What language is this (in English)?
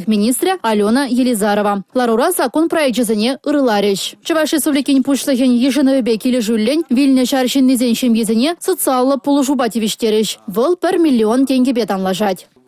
Chuvash